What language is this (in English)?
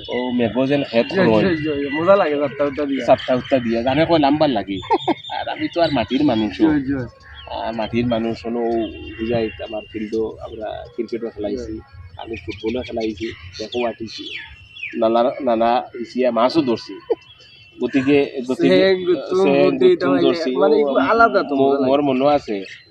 Sylheti